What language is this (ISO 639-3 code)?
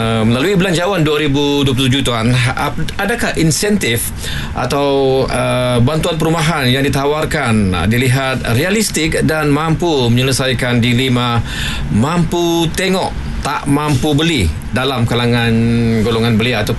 msa